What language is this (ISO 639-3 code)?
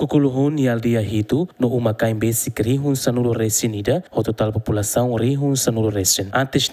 tet